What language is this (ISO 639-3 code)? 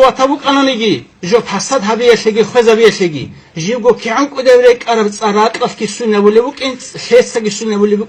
ava